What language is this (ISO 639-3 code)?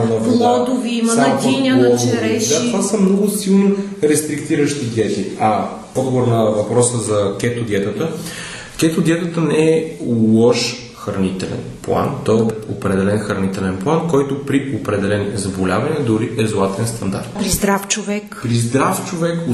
bul